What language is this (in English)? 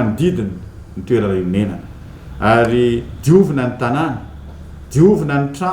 Malagasy